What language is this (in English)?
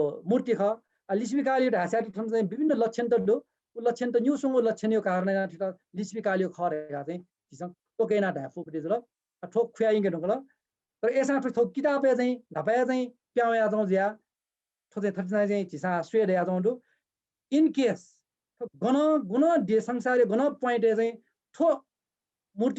Newari